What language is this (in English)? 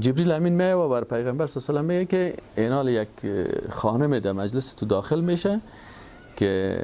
Persian